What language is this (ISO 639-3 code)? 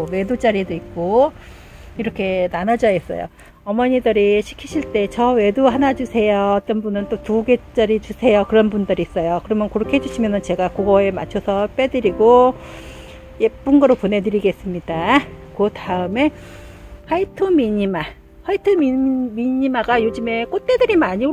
kor